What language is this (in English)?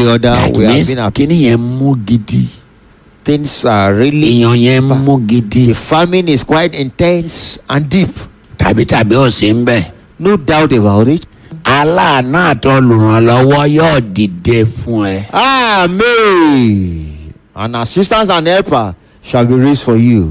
Yoruba